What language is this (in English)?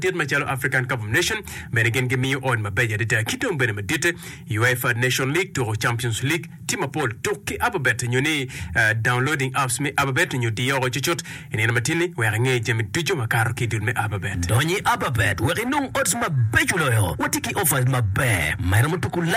Acoli